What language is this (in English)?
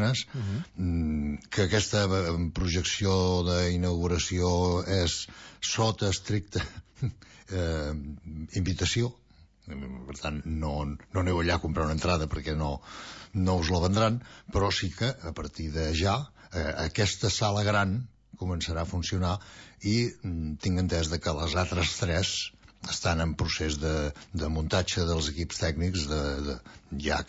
Catalan